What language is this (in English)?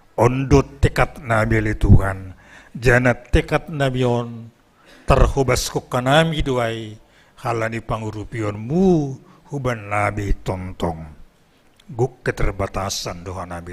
Batak Simalungun